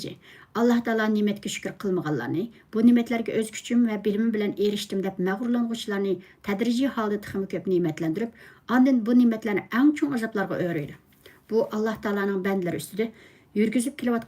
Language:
Uyghur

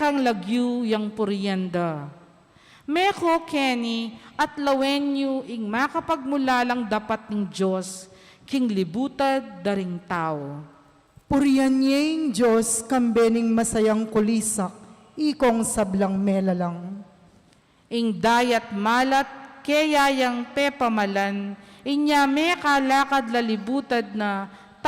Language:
Pampanga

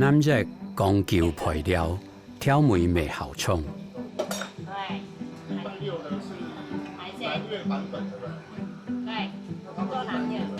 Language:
Hakka Chinese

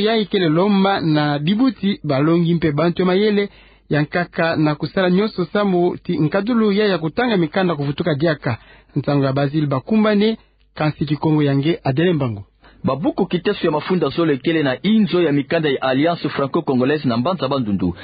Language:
Kituba (Democratic Republic of Congo)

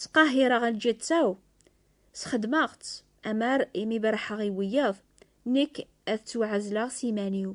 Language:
Kabyle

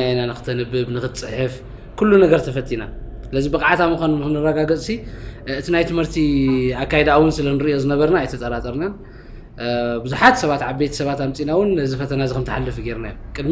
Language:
Tigrinya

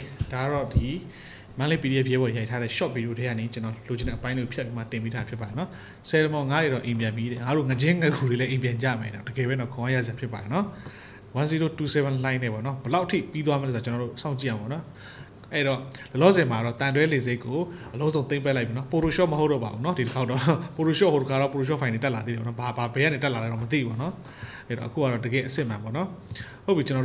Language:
Burmese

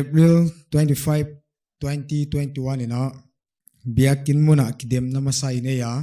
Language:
Paite Chin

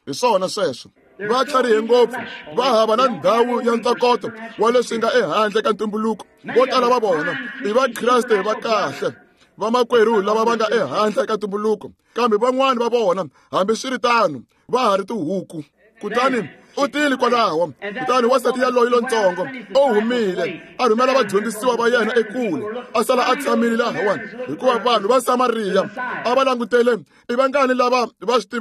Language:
Tsonga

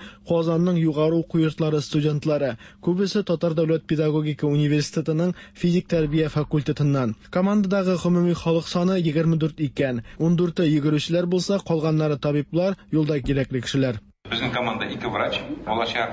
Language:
Tatar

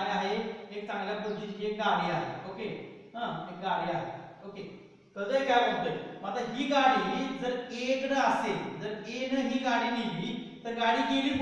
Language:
Marathi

